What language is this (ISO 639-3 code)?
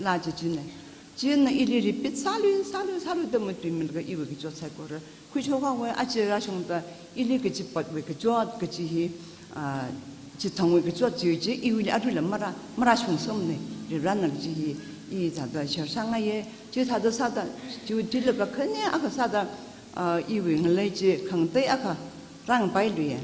nmf